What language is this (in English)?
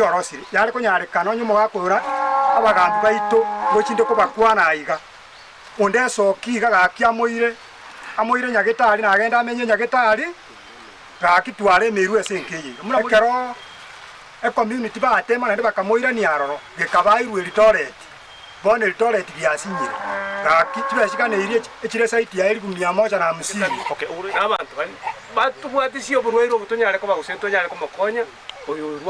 Gusii